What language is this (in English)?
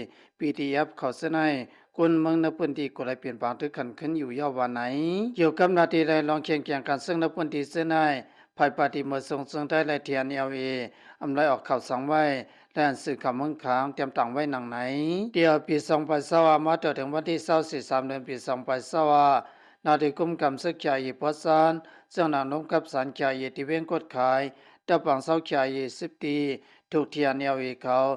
Shan